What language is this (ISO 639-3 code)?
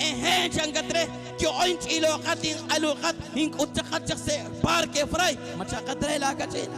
kek